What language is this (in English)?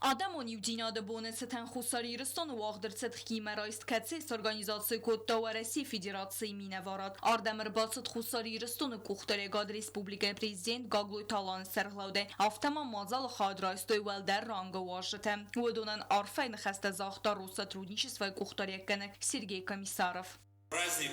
Ossetic